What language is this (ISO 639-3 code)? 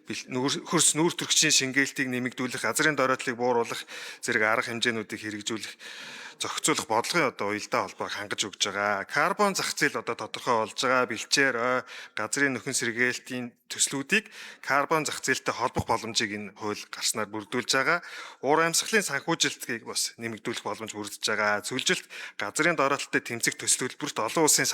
mon